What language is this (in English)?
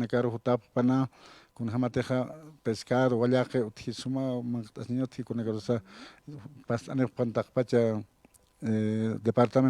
Aymara